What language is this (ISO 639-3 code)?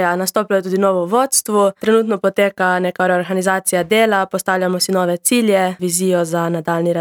slv